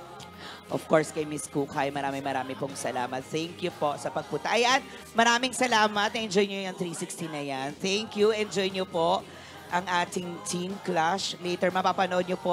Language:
Filipino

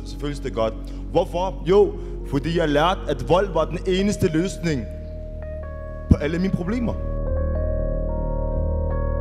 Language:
Danish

